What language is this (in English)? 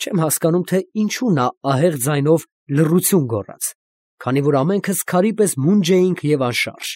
Armenian